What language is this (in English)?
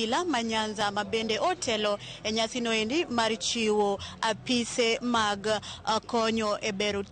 Luo (Kenya and Tanzania)